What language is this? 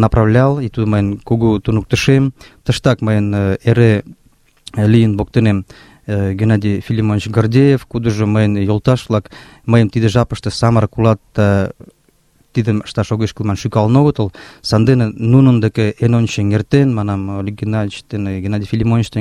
Mari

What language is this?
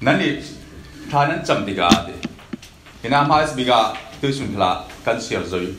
Falam Chin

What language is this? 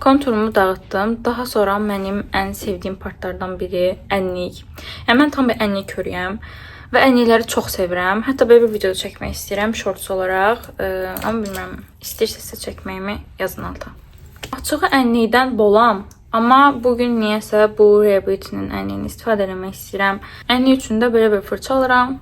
Azerbaijani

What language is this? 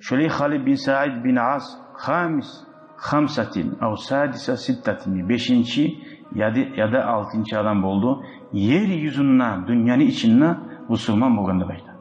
Kumyk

